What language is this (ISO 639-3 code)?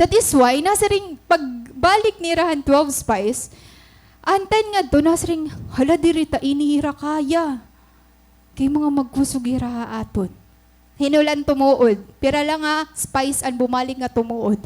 war